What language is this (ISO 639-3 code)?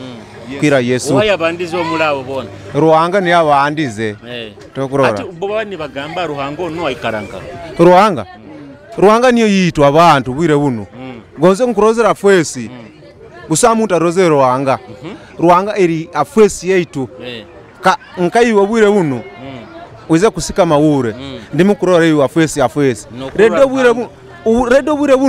nyo